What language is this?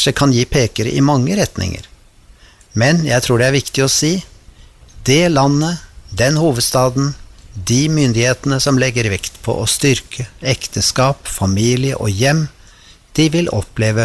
Norwegian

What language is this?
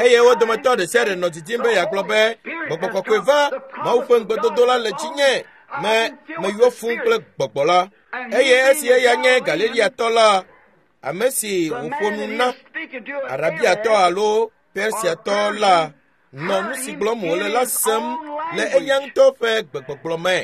Ewe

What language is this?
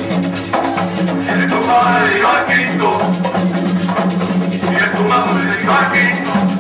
Spanish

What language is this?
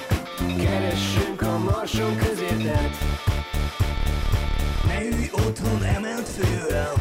Hungarian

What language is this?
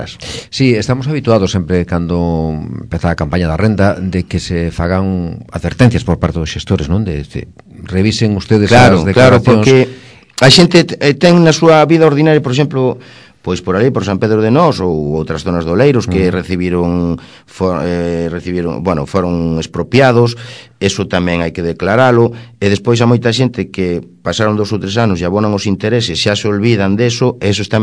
Galician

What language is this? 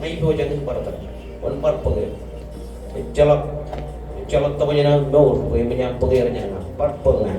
Marshallese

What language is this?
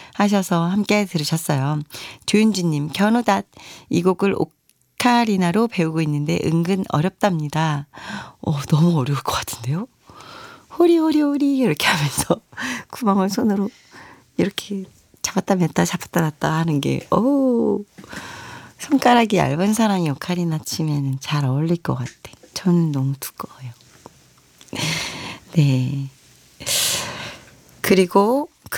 Korean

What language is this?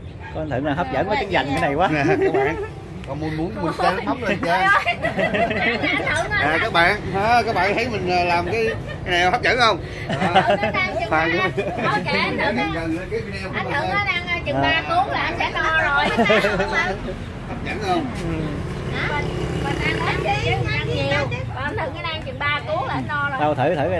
Vietnamese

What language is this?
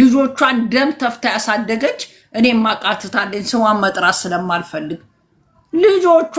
Amharic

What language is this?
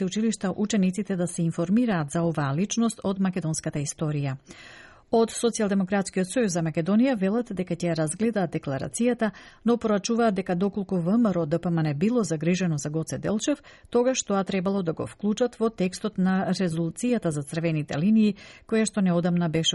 Macedonian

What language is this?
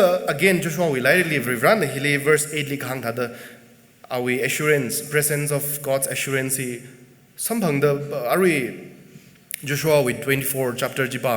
Tangkhul Naga (India)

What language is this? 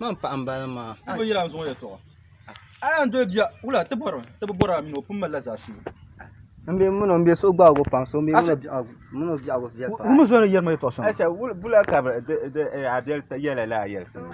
Dagbani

